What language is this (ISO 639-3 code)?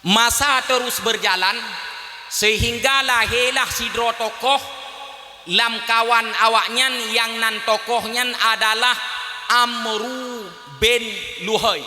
ace